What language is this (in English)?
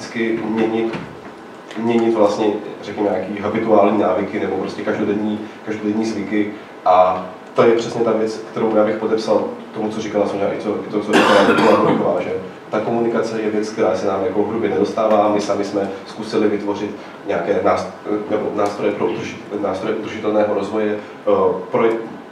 Czech